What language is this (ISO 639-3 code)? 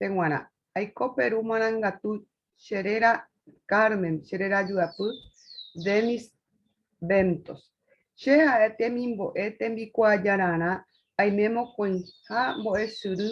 grn